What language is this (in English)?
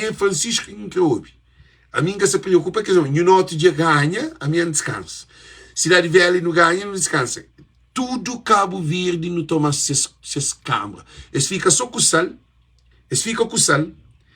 Kabuverdianu